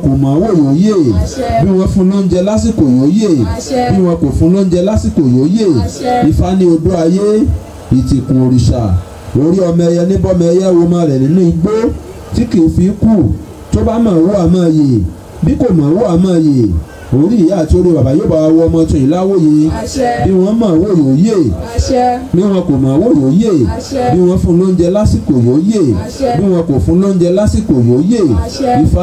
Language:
Yoruba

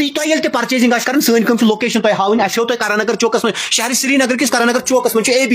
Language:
Kashmiri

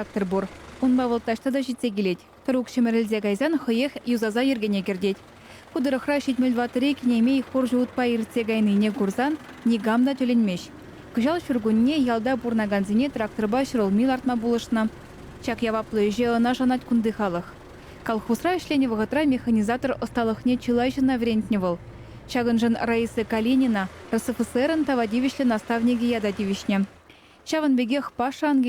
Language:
Chuvash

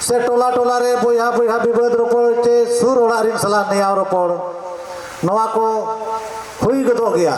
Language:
Santali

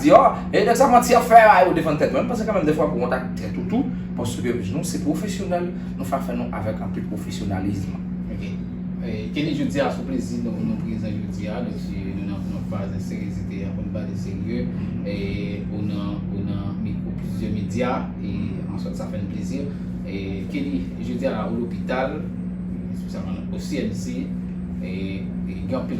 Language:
Haitian Creole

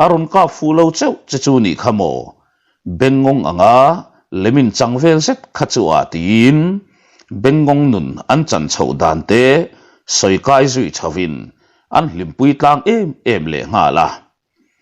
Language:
Mizo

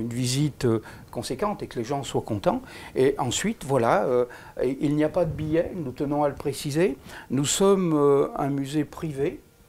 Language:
French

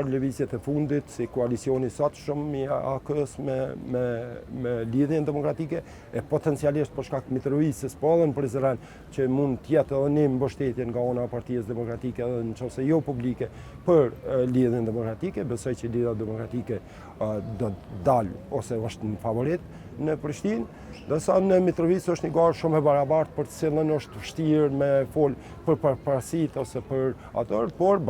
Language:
Albanian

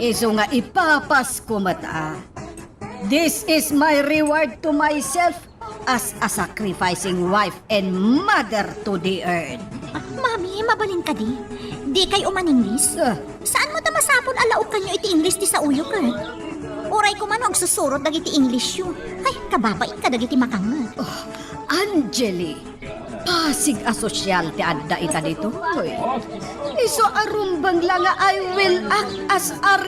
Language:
Iloko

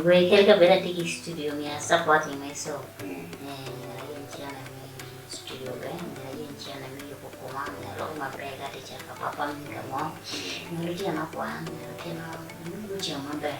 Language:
Acoli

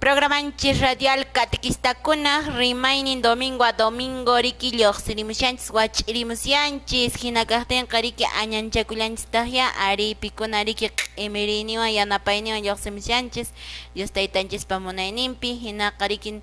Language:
Quechua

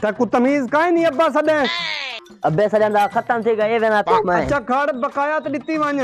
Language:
Saraiki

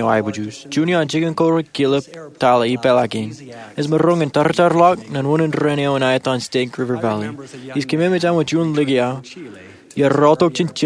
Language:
Marshallese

